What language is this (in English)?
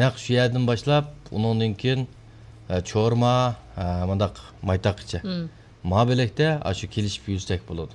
Uyghur